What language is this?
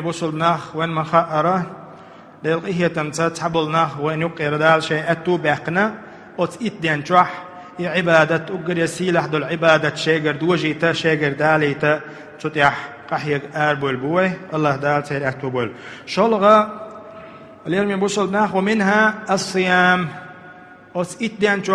Chechen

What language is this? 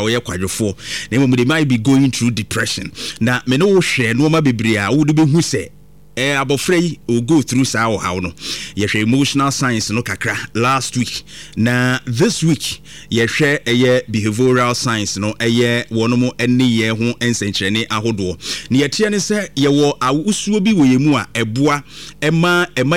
Akan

